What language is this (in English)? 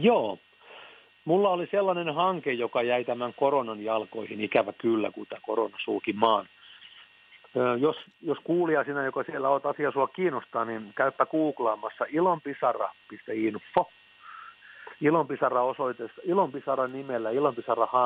Finnish